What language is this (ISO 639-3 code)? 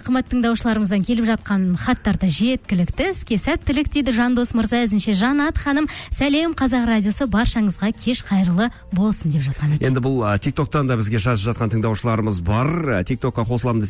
kaz